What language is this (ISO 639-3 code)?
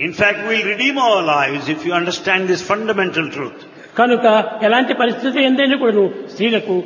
tel